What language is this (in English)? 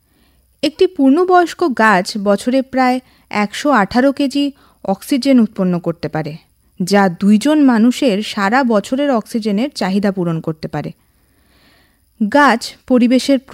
Bangla